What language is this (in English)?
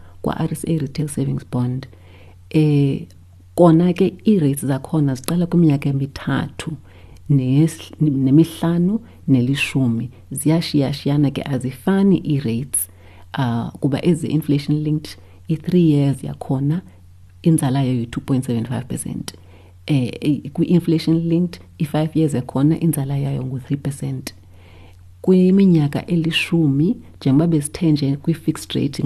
Xhosa